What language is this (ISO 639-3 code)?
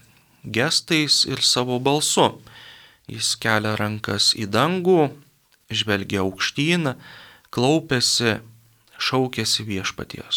lit